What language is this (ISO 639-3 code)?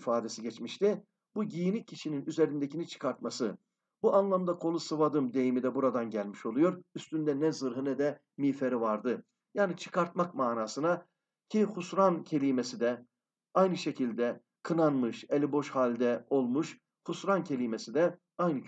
tur